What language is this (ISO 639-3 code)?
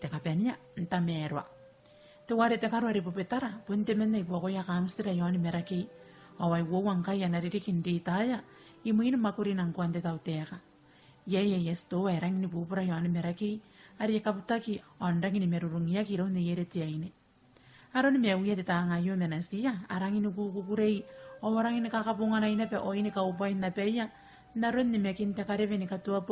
gil